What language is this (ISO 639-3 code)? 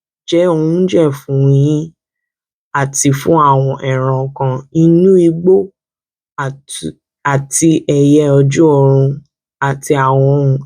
yor